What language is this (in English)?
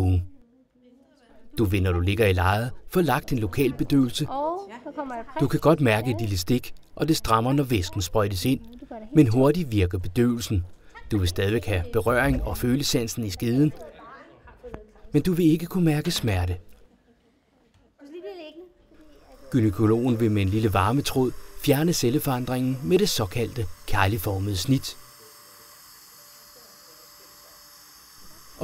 Danish